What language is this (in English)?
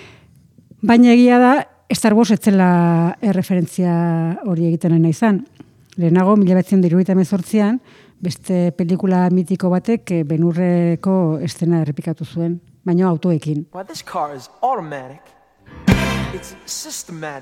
Basque